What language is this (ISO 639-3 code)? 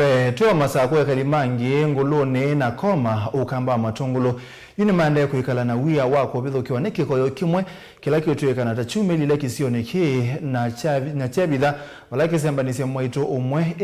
kam